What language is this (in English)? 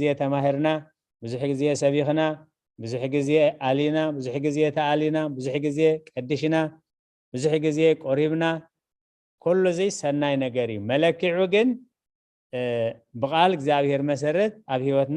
Tigrinya